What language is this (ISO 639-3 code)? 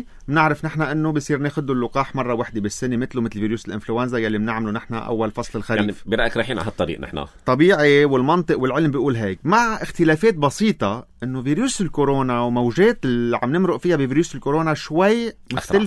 apc